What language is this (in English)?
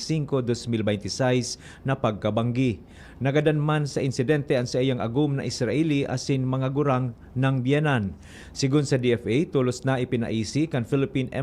Bikol